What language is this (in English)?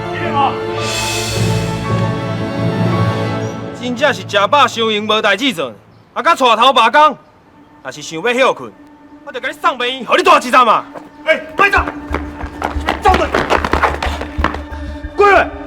Min Nan Chinese